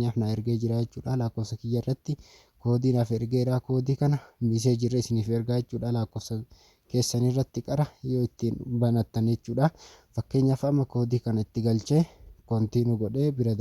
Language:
Oromo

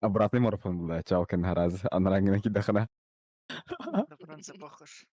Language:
Yakut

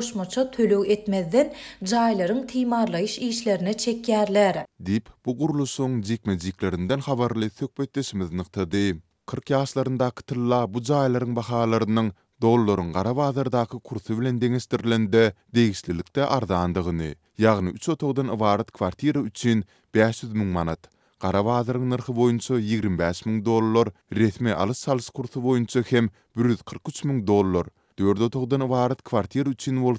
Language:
Turkmen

